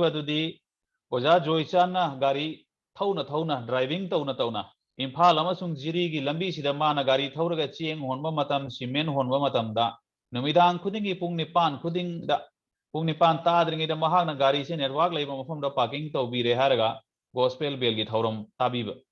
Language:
Manipuri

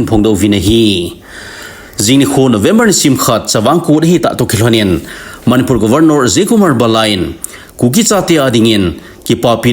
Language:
Thado Chin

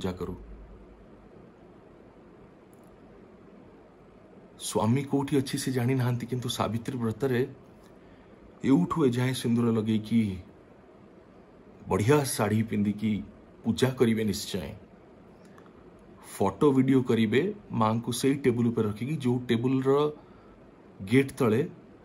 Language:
Odia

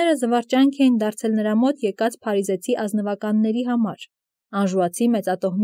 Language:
Armenian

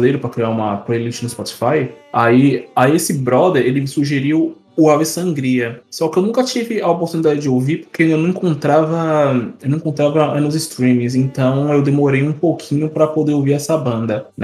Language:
Portuguese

